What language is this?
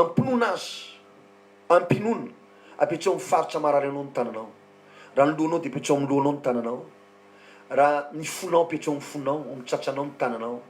Malagasy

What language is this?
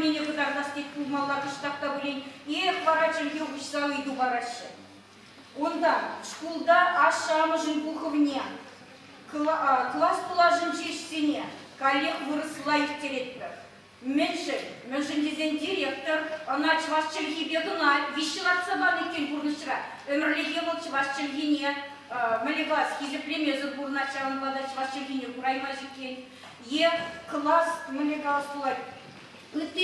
Chuvash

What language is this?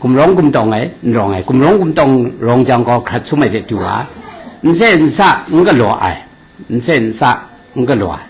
Kachin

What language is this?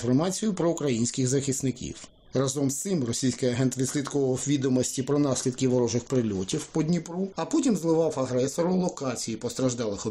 Ukrainian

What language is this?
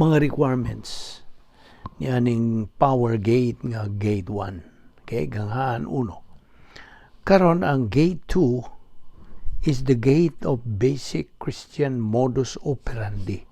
Cebuano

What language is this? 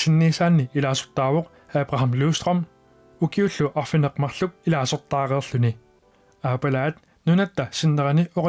Kalaallisut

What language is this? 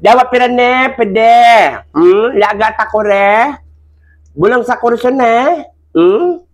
Bikol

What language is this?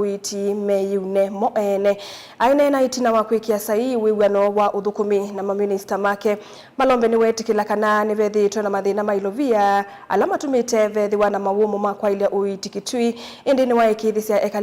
Kamba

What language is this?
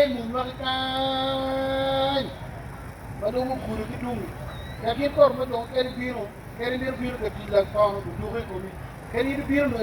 Acoli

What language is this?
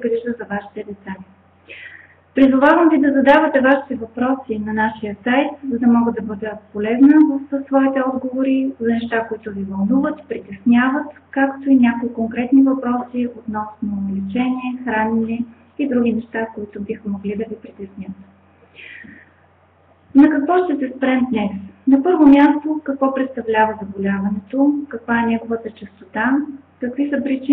Bulgarian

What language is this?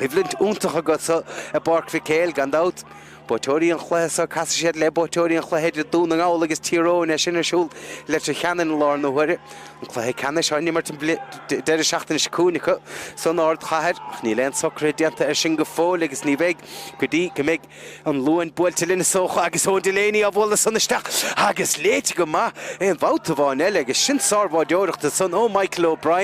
Irish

